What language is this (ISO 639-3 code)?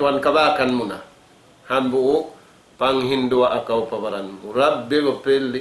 tsg